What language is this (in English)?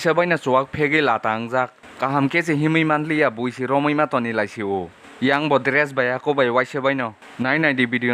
Kok Borok